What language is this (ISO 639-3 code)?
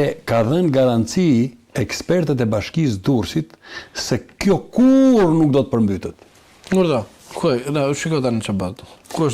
sqi